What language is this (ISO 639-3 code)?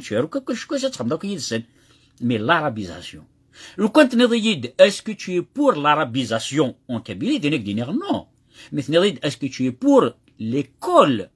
kab